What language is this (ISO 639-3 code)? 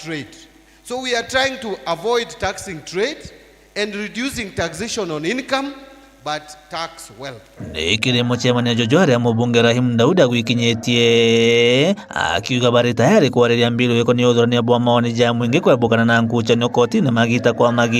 mer